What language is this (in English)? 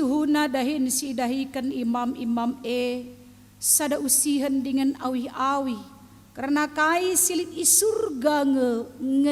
Batak Karo